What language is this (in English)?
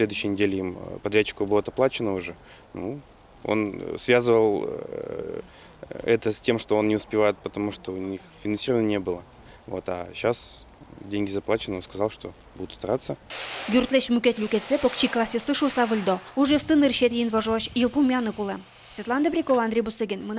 Udmurt